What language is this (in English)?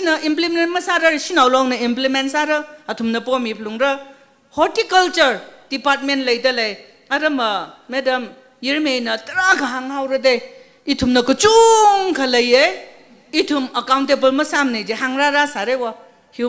Tangkhul Naga (India)